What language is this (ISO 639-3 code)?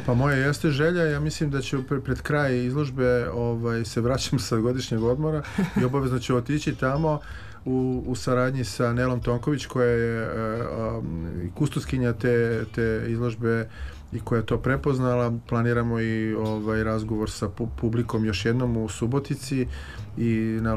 srp